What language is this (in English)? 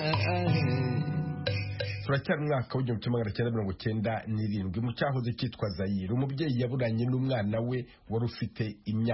Kinyarwanda